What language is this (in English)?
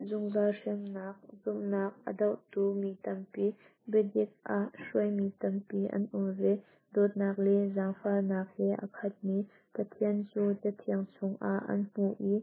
Hakha Chin